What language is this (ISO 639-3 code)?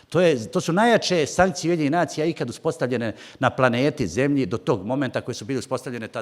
bos